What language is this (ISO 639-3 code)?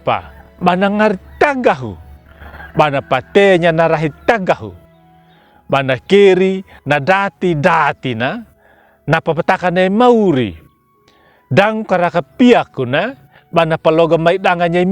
akg